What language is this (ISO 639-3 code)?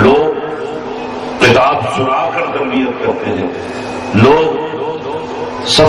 urd